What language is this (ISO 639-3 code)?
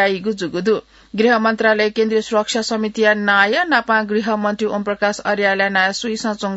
new